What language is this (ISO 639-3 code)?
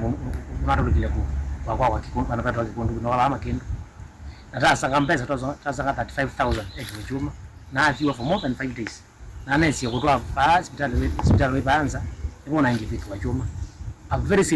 kam